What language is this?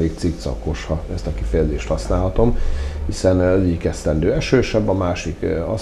Hungarian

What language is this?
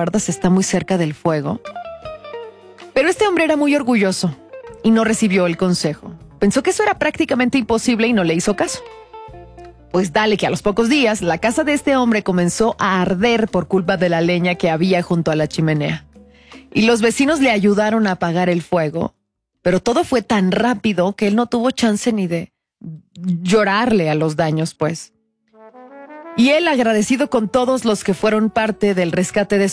Spanish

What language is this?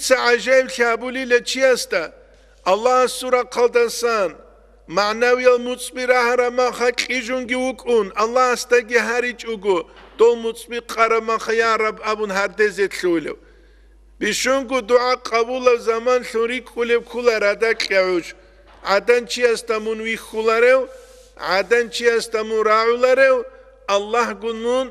Avaric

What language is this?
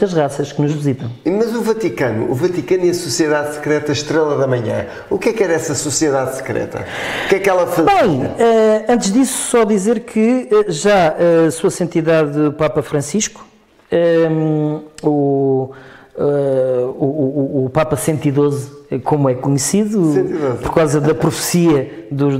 Portuguese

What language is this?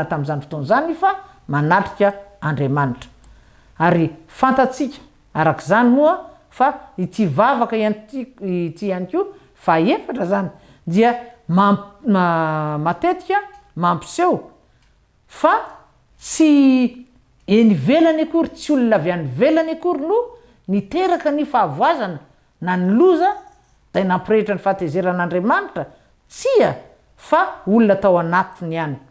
Malagasy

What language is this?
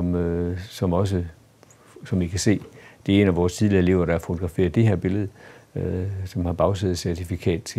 Danish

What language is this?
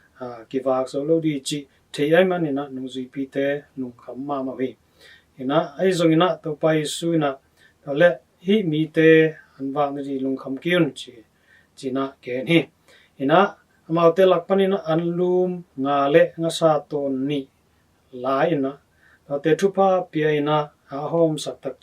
Tedim Chin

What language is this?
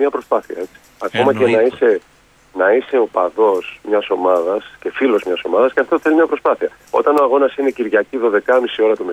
Greek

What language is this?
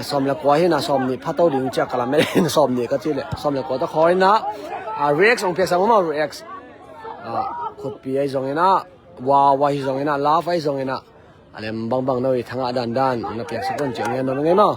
Tedim Chin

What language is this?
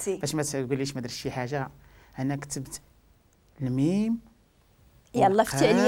Moroccan Arabic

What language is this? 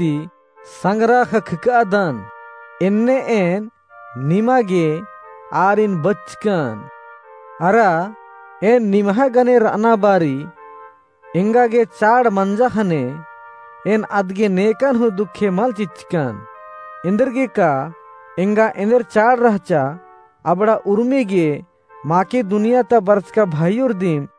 Kurukh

